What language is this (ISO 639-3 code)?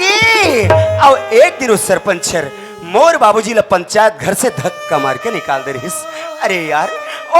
hne